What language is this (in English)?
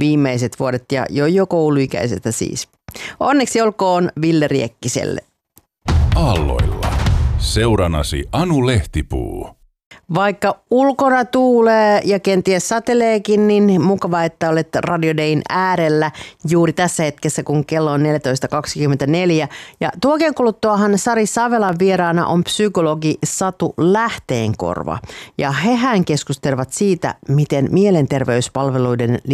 Finnish